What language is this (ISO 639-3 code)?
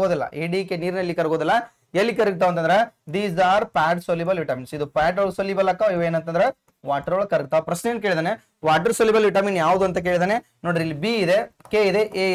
kan